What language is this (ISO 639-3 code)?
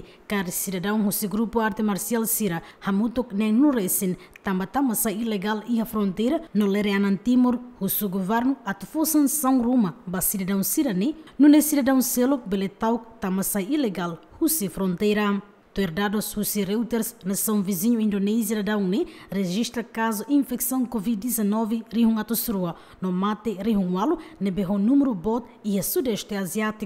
tet